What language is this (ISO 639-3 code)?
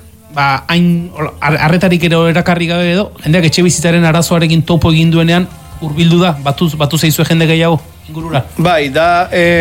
eus